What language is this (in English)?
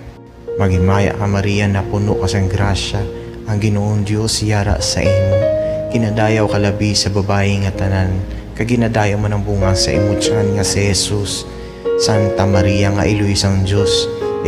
Hiligaynon